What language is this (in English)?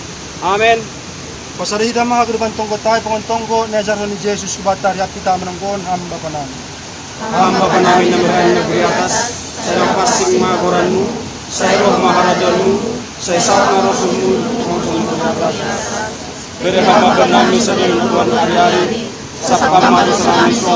Batak Simalungun